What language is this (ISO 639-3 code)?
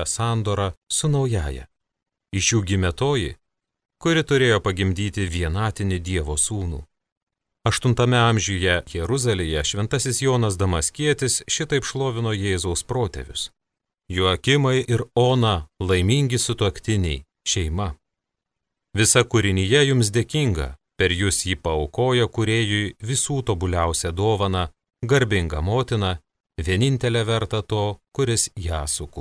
lit